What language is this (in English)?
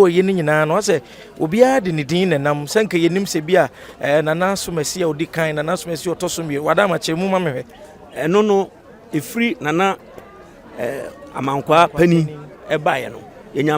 Akan